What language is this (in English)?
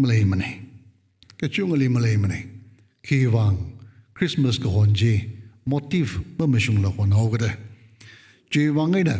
Tangkhul Naga (India)